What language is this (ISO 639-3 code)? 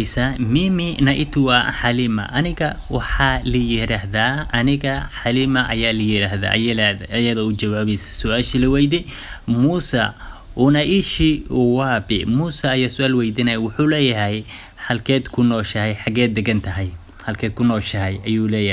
som